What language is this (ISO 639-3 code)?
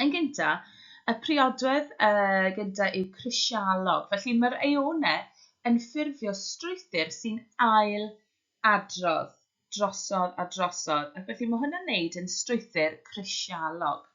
cym